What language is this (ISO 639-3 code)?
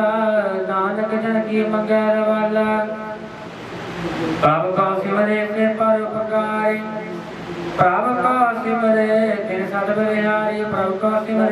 pan